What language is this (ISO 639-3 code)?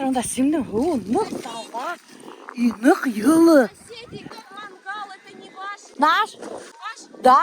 bak